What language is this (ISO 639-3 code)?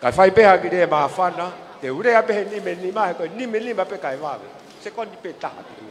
ton